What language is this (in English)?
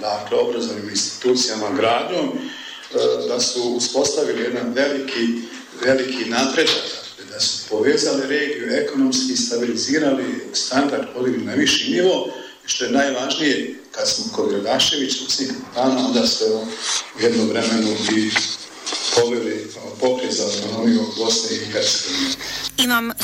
Bosnian